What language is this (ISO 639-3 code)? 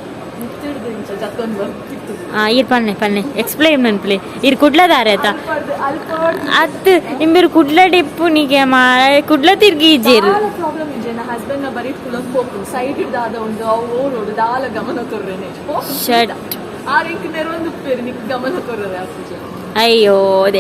tcy